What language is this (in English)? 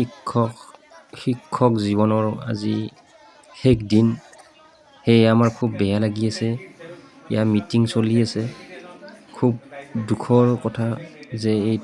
Assamese